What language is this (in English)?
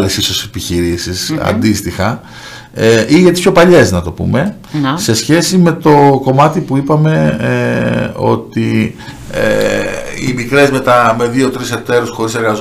Greek